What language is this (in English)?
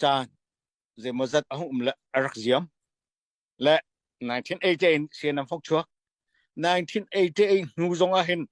Falam Chin